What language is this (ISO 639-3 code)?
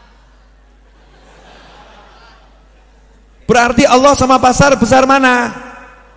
ind